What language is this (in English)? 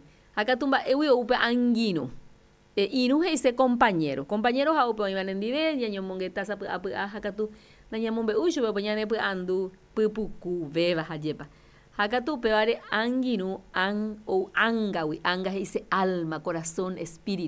Guarani